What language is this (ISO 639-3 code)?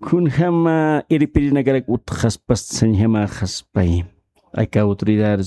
aym